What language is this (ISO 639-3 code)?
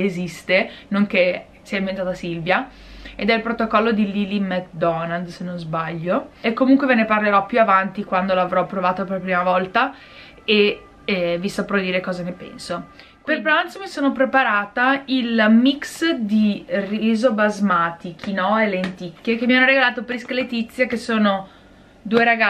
ita